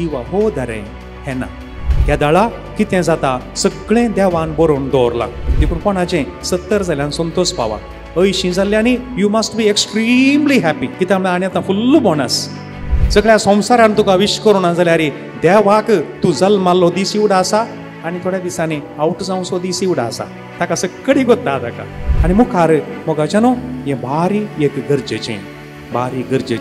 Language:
Konkani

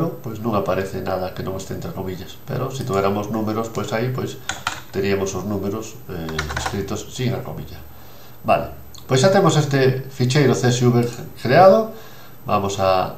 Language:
Galician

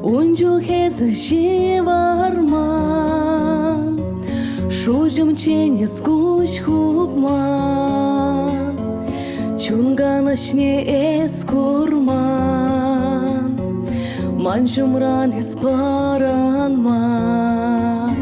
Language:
Chuvash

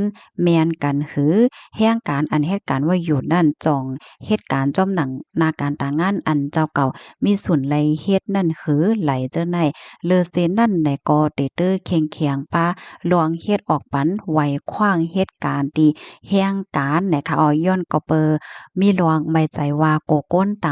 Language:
Shan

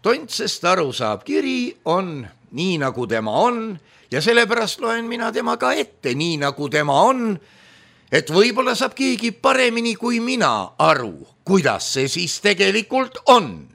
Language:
Estonian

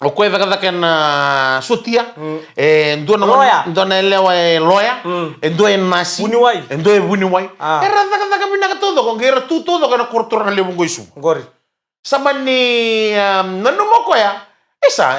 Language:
Fijian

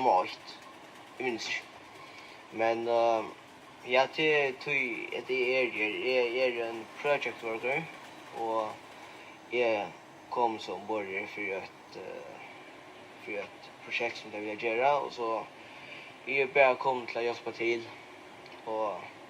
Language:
Faroese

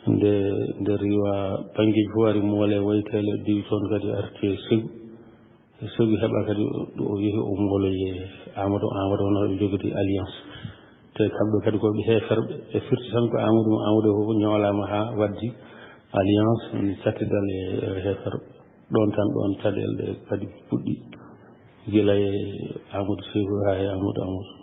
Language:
Fula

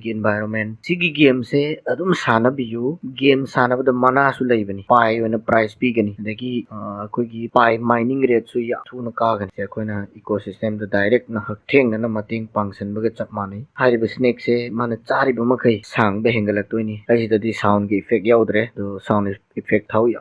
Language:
Manipuri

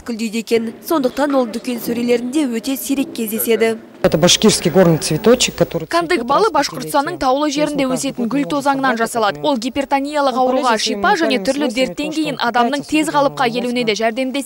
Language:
Kazakh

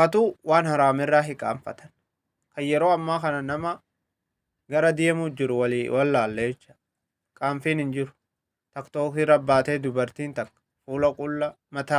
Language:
Oromo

